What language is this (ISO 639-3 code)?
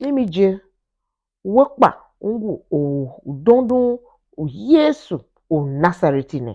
tiv